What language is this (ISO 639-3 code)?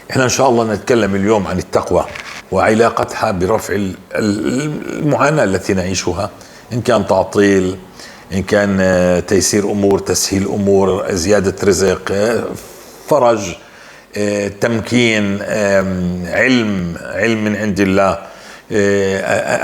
apc